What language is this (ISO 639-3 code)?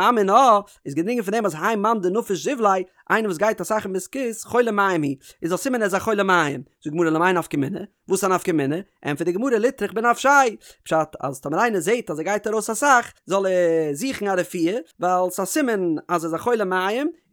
yid